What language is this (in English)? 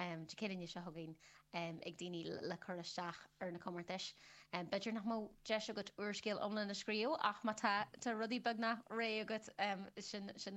Irish